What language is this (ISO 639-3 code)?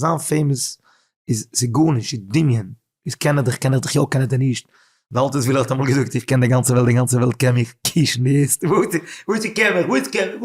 yid